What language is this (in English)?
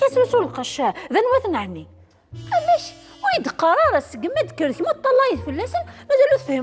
Kabyle